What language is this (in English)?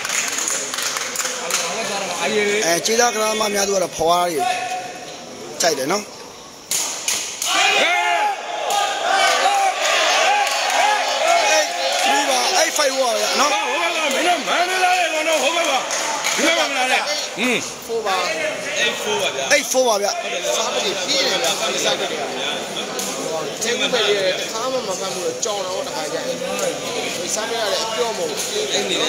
Burmese